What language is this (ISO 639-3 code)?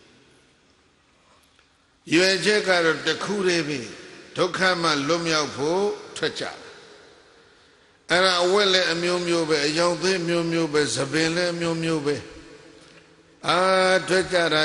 mya